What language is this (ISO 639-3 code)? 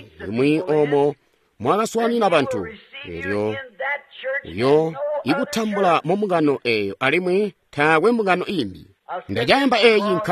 toi